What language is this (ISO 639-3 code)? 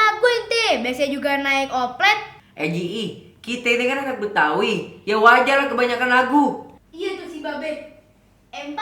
bew